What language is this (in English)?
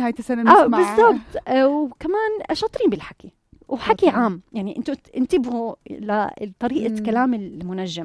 North Levantine Arabic